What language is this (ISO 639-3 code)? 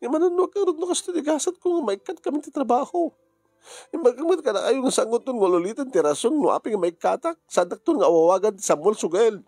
ilo